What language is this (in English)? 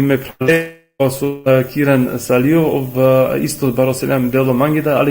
Balkan Romani